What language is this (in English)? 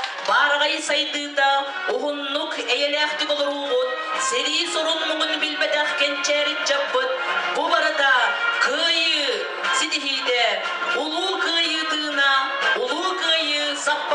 Yakut